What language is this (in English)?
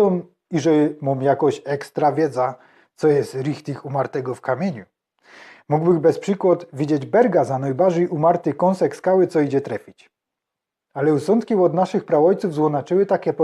Silesian